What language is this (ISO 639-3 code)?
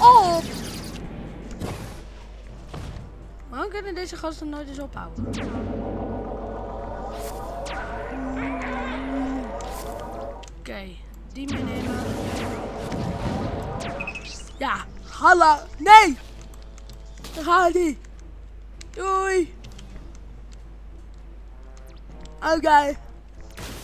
nld